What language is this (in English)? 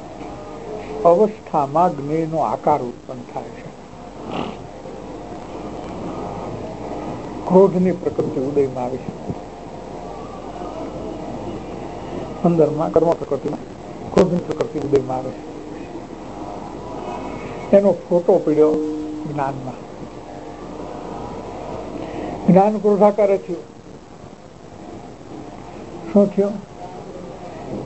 Gujarati